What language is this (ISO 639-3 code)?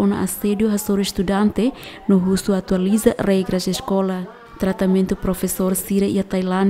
tet